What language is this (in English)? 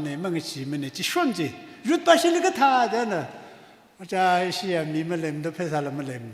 Tangkhul Naga (India)